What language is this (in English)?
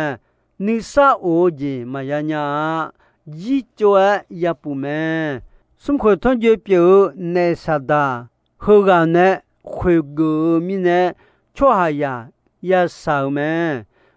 Akha